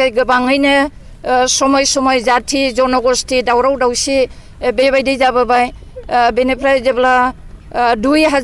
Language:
Bodo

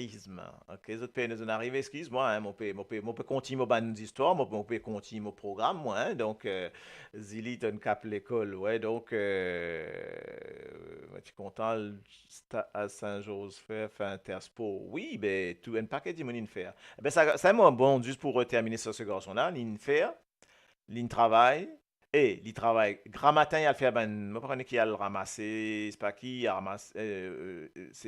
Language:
Morisyen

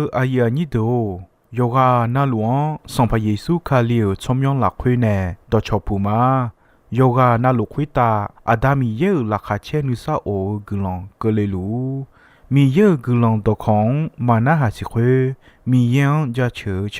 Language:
Akha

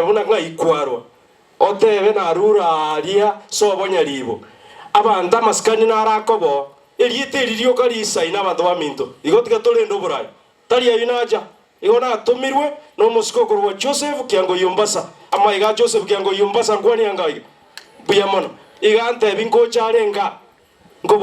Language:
Gusii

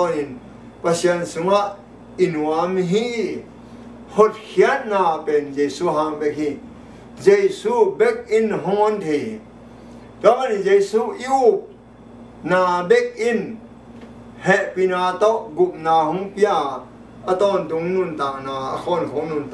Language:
Tedim Chin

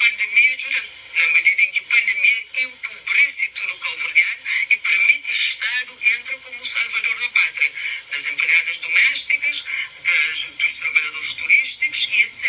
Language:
Kabuverdianu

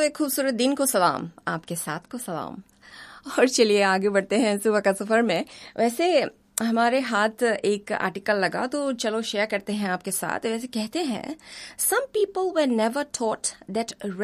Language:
Hindi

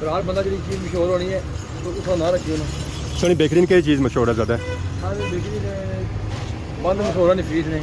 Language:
Pahari-Potwari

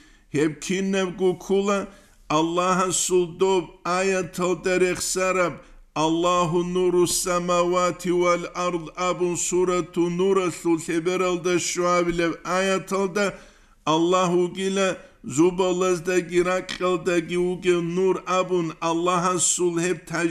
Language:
Avaric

